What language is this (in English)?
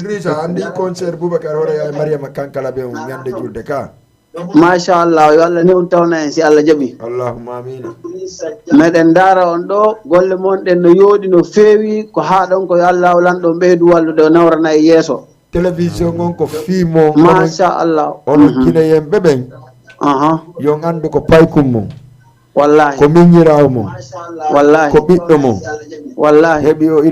Fula